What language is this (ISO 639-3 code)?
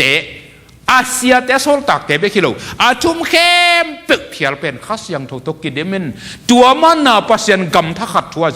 ctd